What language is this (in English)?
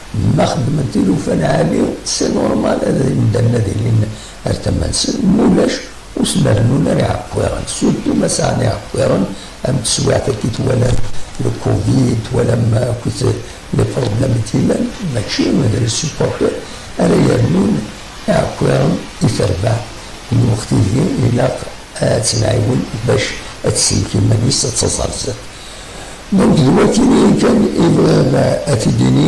Kabyle